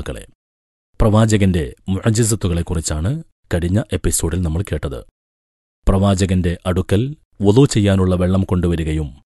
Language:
Malayalam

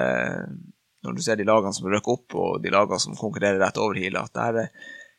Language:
Norwegian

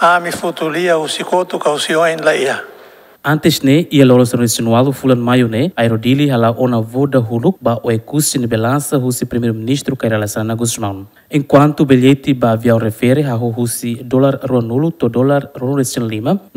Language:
Tetum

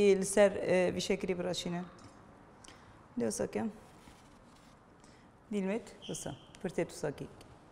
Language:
Kurdish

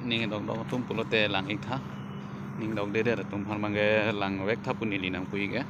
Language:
Karbi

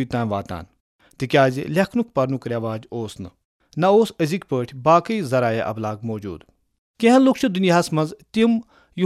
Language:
Kashmiri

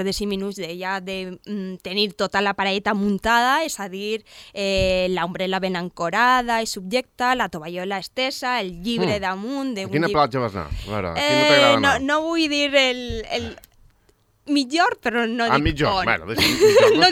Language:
Catalan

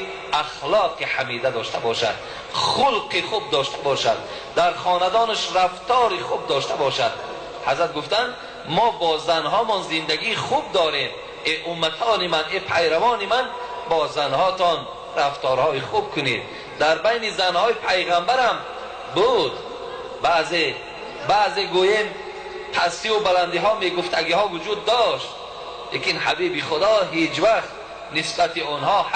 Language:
Tajik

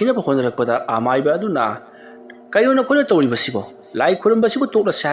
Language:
Manipuri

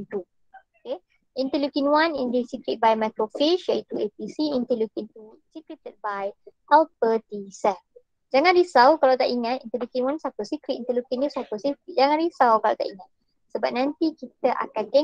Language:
Malay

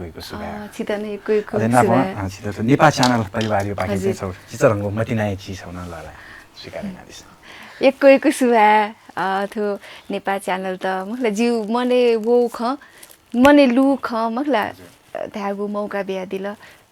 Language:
Newari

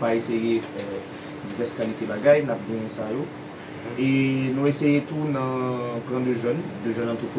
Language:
Haitian Creole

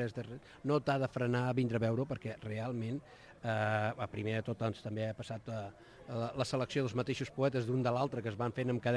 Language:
Catalan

